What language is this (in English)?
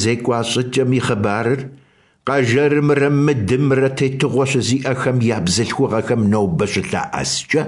Kabardian